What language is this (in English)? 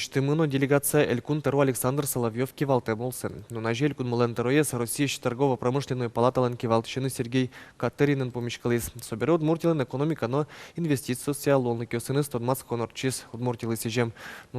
Udmurt